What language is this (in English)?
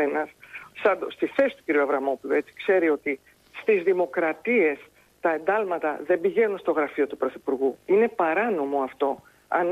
Greek